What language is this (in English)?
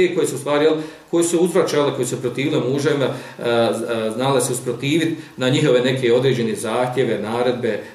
Bosnian